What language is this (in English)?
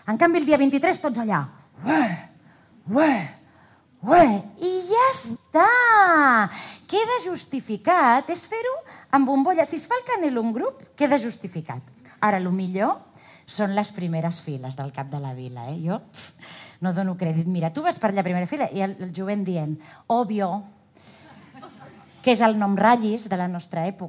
Catalan